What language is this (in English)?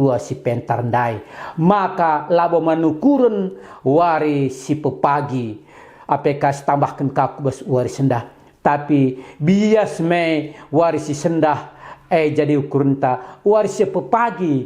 Batak Karo